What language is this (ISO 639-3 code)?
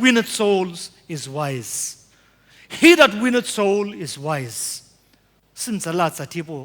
nsm